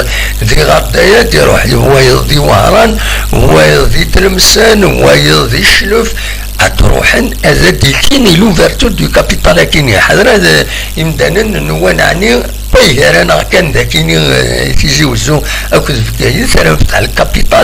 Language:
Kabyle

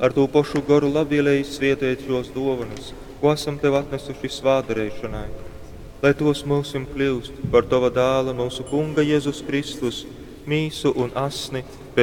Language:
Latgalian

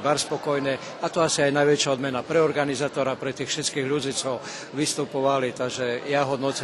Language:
Rusyn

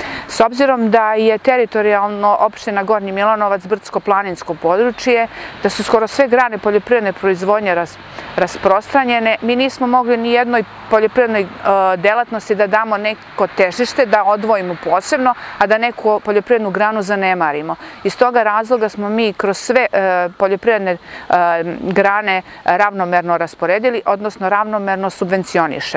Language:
Serbian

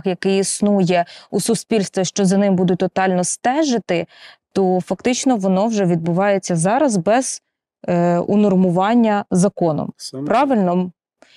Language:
Ukrainian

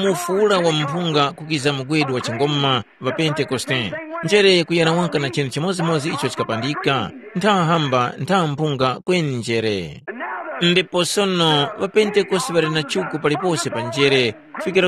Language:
Tumbuka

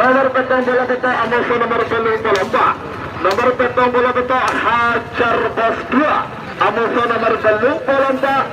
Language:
Madurese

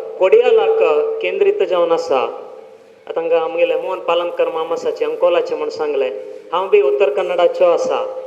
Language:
Konkani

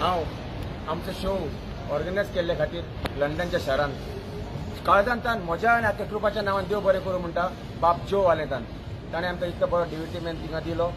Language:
Konkani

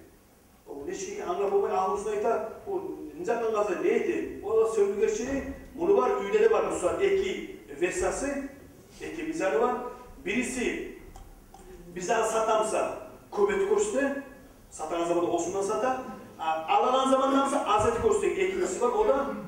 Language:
Kumyk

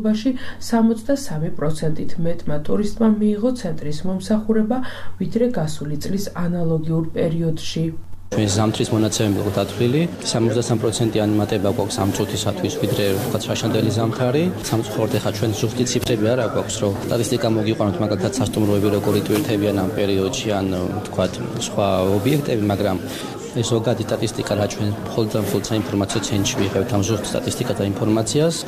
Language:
Georgian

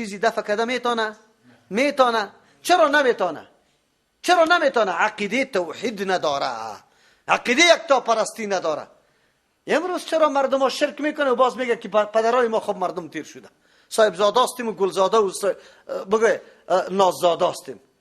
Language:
Persian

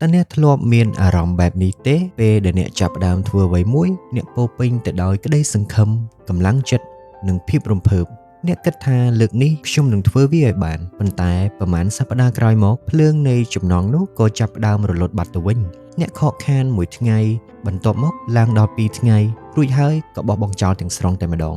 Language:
Khmer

